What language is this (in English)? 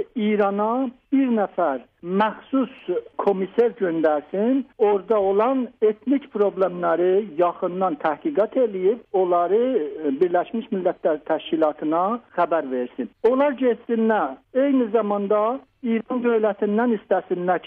South Azerbaijani